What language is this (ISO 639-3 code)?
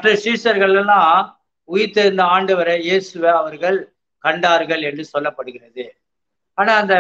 tam